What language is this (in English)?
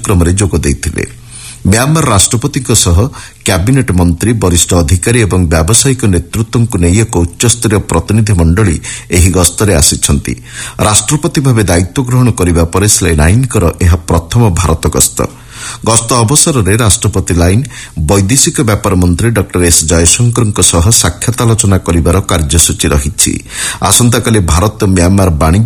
Odia